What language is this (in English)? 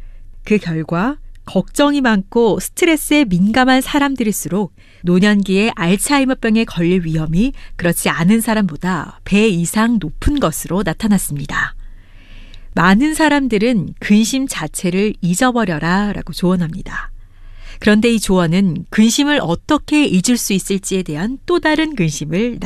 Korean